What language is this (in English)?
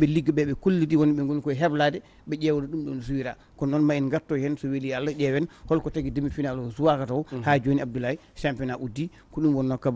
Fula